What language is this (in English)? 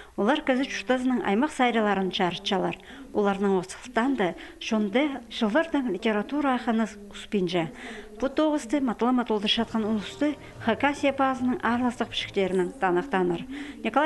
Khakas